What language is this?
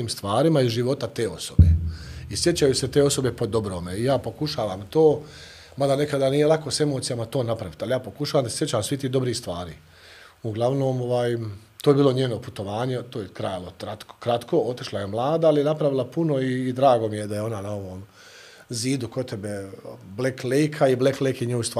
Bosnian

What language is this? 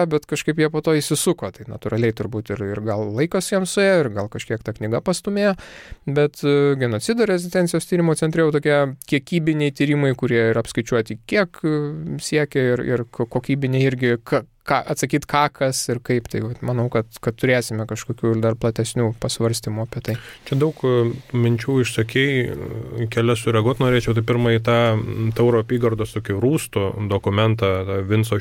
Lithuanian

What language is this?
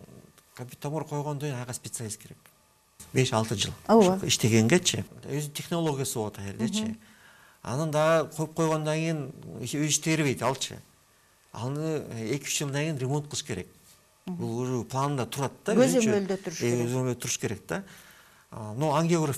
Kyrgyz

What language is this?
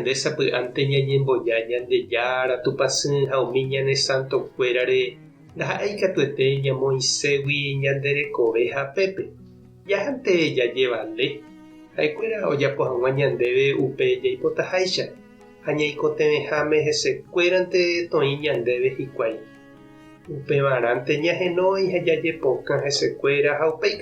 Guarani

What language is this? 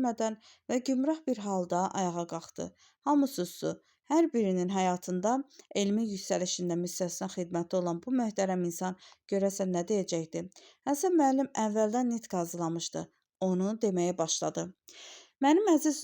Azerbaijani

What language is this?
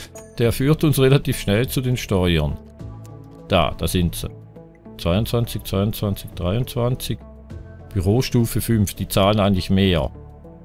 German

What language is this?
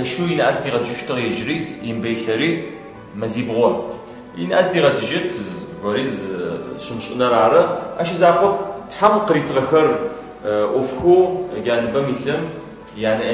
Adyghe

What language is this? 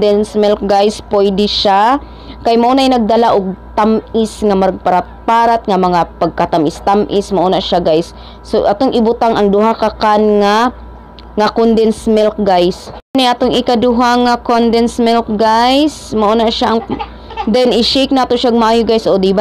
Cebuano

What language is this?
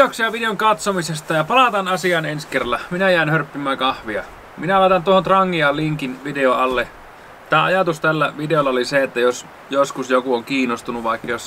Finnish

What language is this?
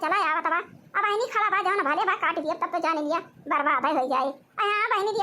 Awadhi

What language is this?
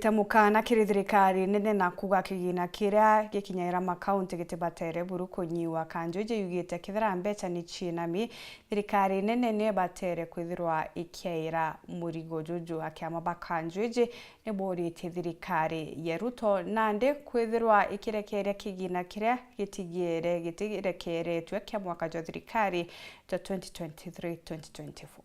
Meru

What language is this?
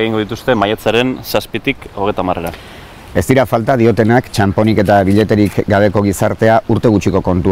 Basque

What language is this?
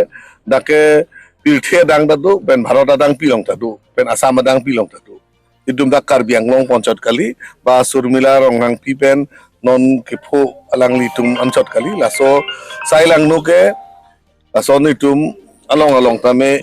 Karbi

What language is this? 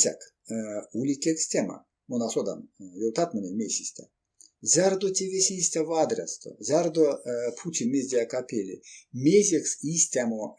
Erzya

